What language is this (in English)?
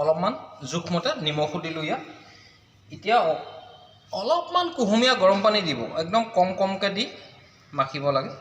Assamese